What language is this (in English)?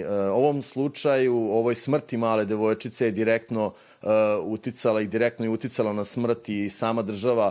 Serbian